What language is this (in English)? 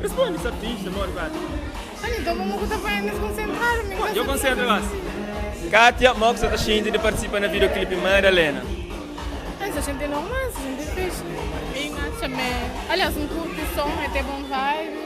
Kabuverdianu